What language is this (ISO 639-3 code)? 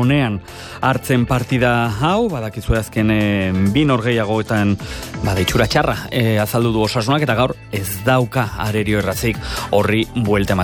eus